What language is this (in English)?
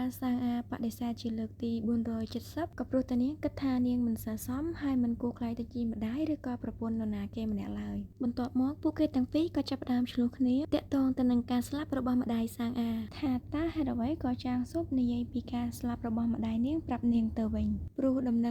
Khmer